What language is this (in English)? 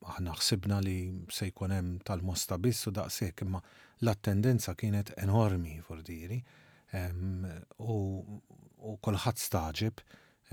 Maltese